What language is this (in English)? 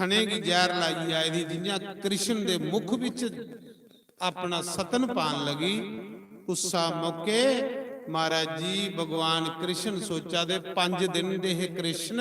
Dogri